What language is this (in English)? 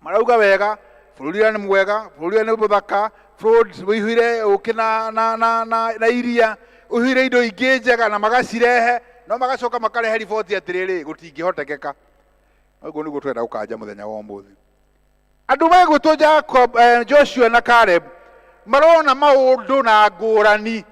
Kikuyu